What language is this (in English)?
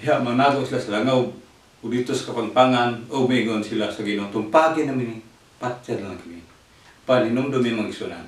Cebuano